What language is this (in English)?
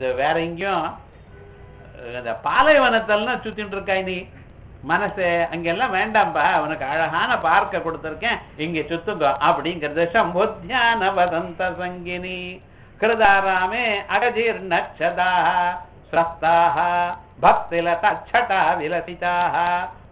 Tamil